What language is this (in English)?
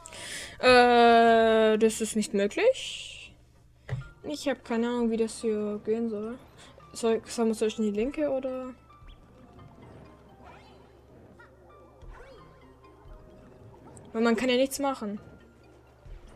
German